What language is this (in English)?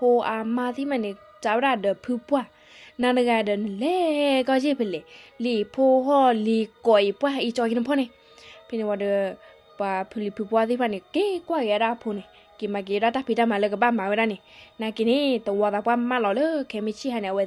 S'gaw Karen